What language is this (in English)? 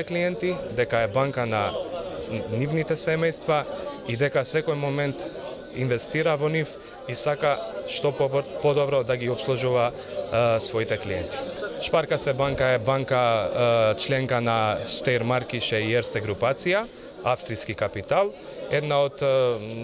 Macedonian